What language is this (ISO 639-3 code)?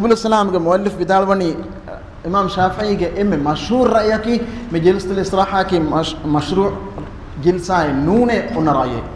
div